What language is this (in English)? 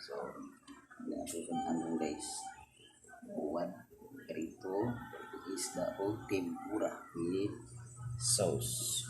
Cebuano